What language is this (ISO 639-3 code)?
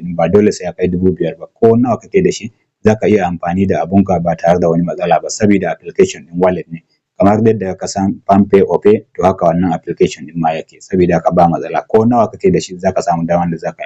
hau